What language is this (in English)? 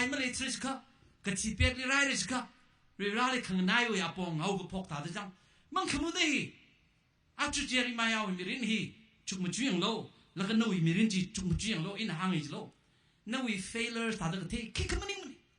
Tangkhul Naga (India)